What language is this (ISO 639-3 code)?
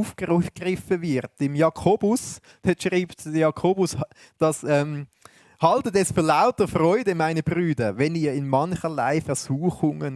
gsw